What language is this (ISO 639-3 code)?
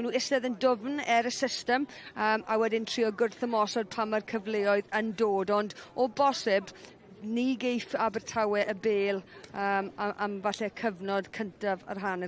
cym